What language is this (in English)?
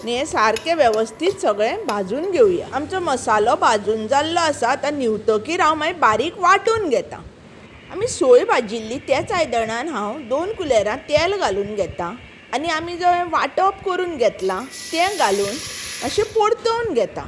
Konkani